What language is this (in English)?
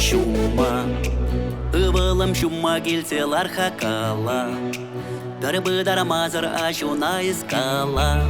Chuvash